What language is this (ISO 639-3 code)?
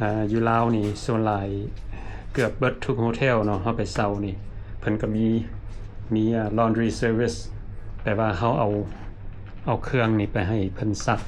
lao